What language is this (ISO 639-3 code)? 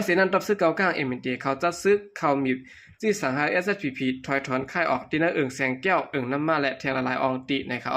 shn